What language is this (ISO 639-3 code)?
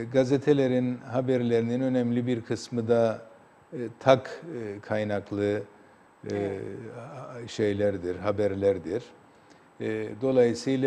tur